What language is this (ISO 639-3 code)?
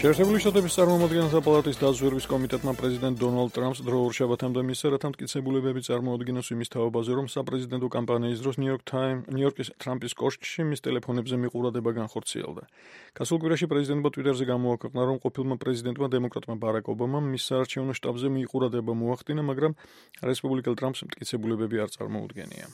kat